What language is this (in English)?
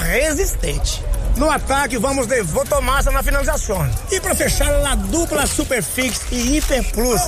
Portuguese